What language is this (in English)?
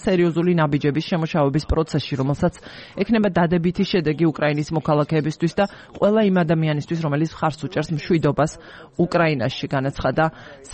Georgian